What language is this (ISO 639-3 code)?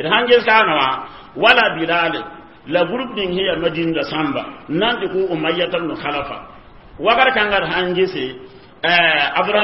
mos